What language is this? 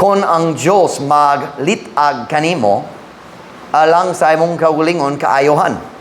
Cebuano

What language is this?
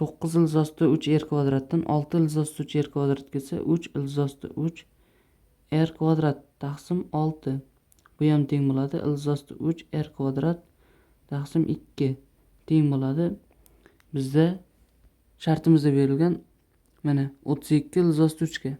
Uzbek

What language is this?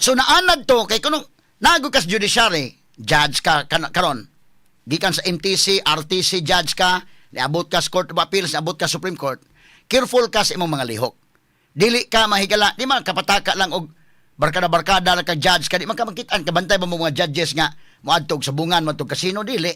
Cebuano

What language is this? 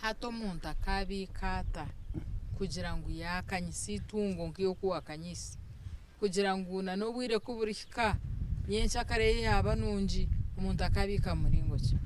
Nyankole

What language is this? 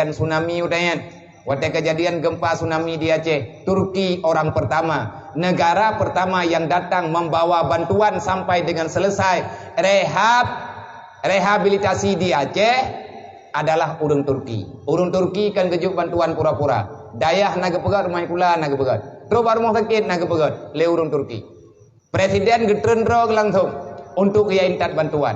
Achinese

